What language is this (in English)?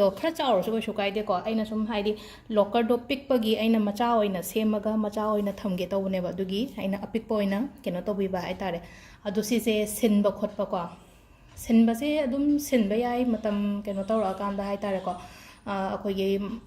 Manipuri